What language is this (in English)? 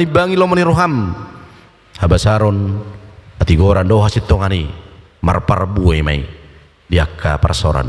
Batak Toba